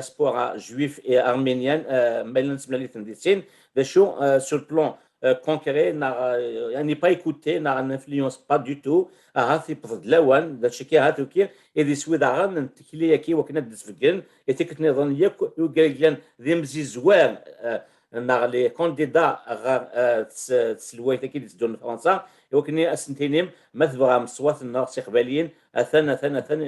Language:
Kabyle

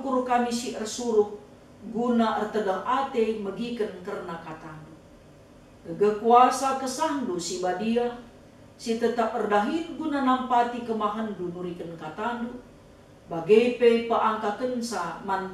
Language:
Batak Karo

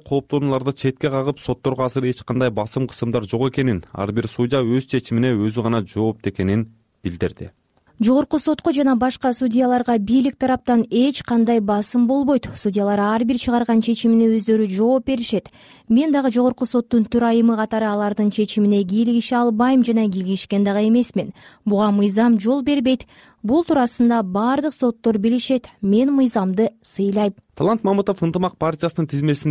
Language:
Kyrgyz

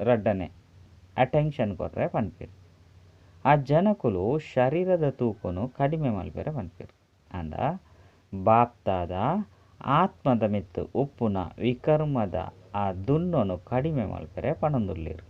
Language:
Tulu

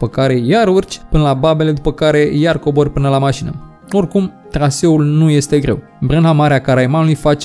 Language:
Romanian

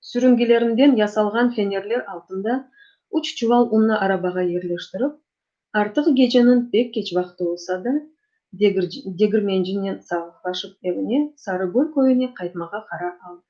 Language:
Crimean Tatar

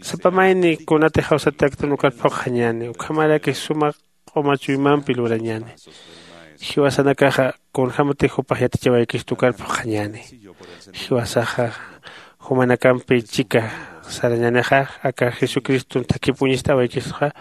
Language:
Aymara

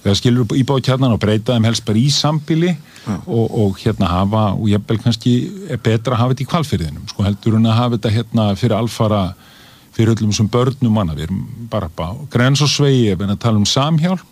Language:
Icelandic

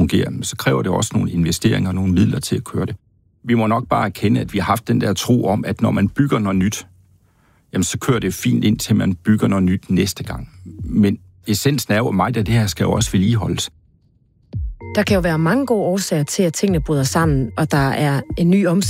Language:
Danish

